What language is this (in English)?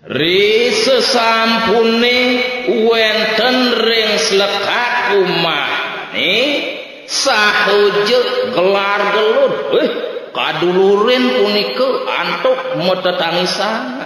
Balinese